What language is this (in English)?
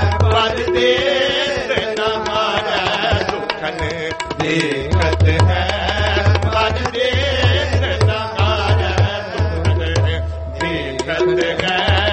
Hindi